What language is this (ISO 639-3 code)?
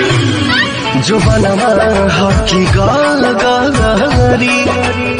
bho